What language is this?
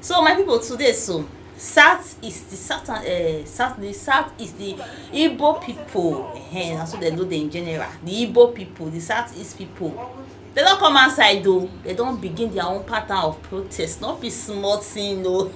Nigerian Pidgin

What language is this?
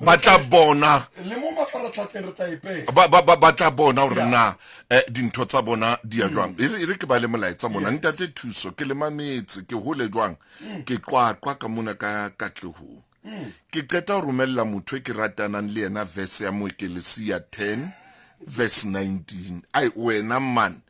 Southern Sotho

